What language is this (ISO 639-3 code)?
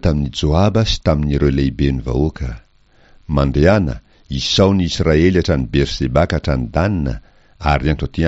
mlg